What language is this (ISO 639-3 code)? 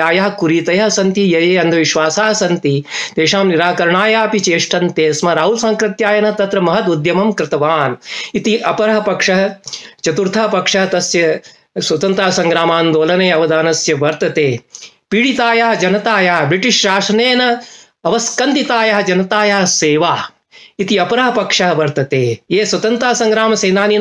san